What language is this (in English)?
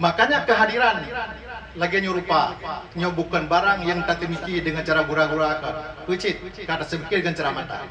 Achinese